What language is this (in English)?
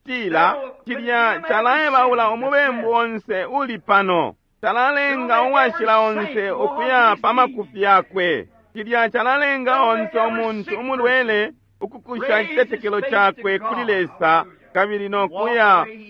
Bemba